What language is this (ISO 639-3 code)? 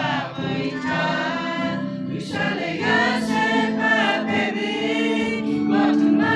lhu